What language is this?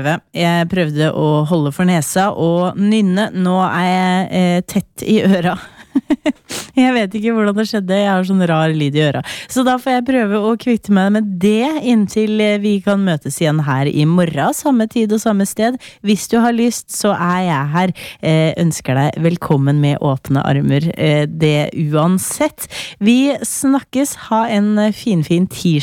Norwegian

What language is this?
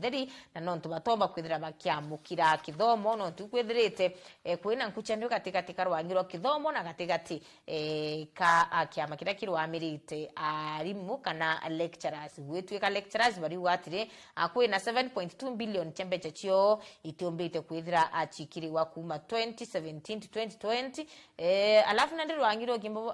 Meru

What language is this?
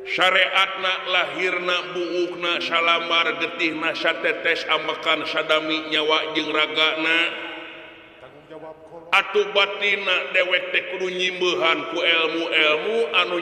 Sundanese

